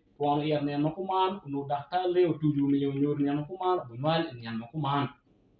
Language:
Acoli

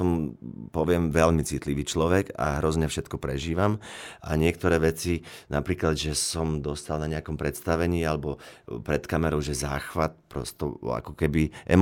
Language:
Slovak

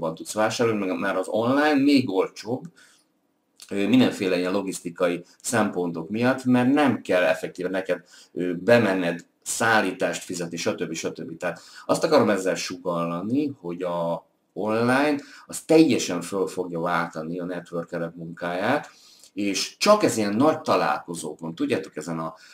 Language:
Hungarian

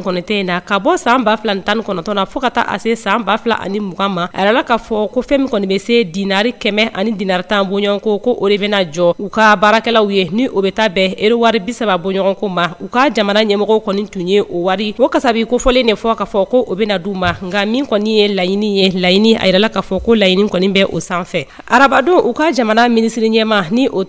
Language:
Bambara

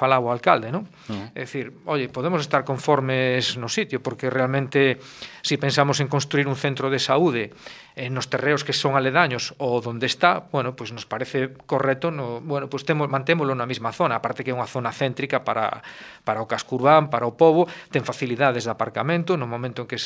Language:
Galician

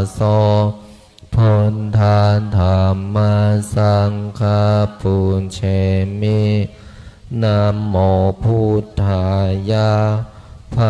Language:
Pali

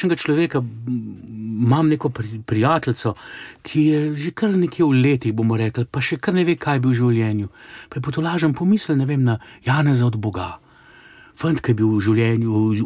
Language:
Slovenian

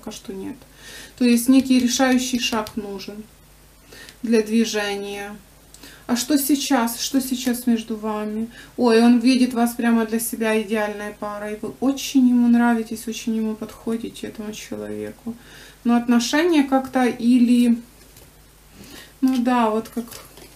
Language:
Russian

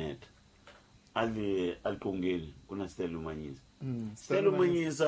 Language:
Tsonga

